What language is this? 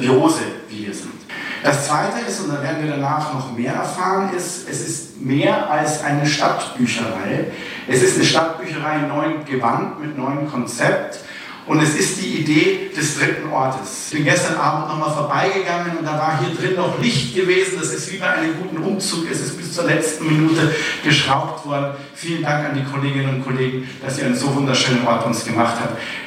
German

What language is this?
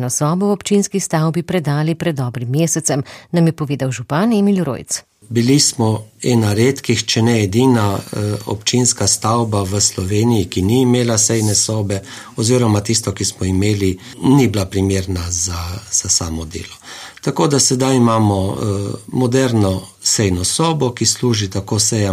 Slovenian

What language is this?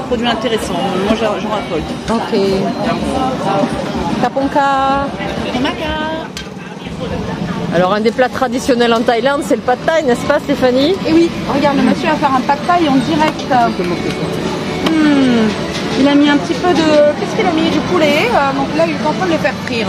French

